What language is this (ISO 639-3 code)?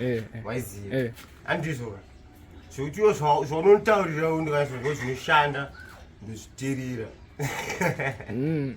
sna